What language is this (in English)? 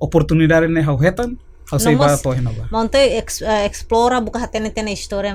Tetum